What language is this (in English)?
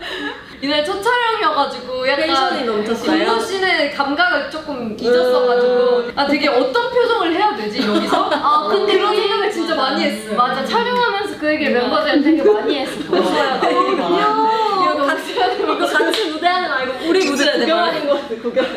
Korean